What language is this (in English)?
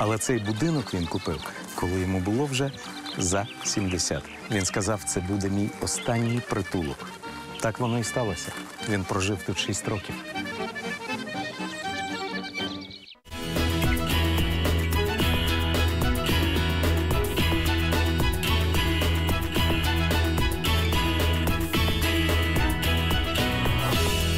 Ukrainian